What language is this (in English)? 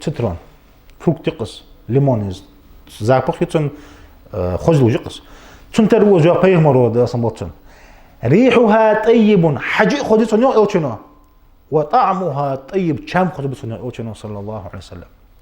Ingush